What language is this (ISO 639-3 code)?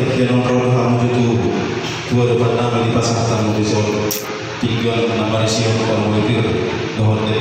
bbc